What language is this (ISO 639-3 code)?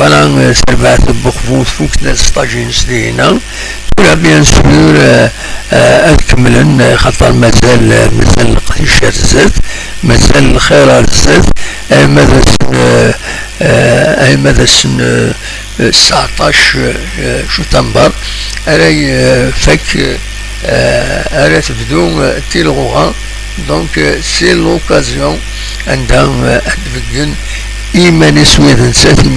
kab